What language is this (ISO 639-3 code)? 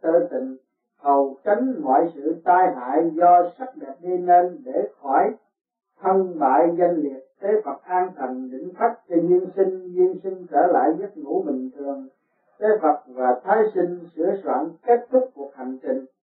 vie